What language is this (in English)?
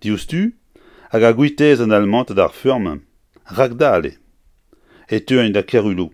Breton